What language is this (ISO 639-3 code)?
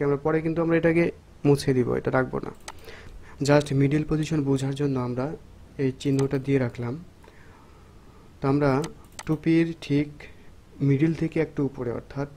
ben